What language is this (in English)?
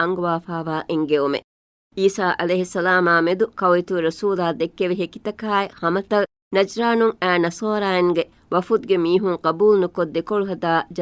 Divehi